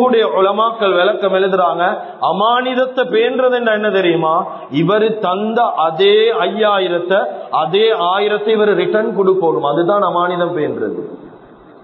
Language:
Tamil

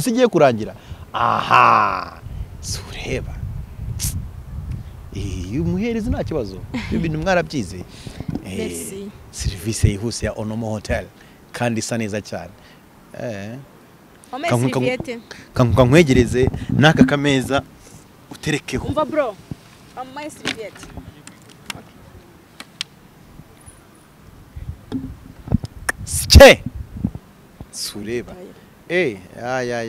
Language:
Kinyarwanda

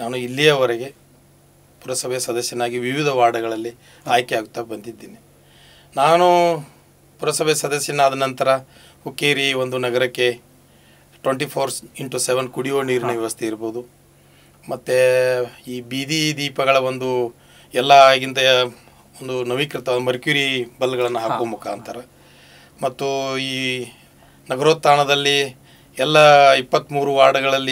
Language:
Kannada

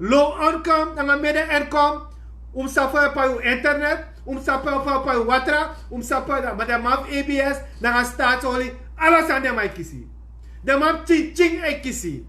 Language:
Sranan Tongo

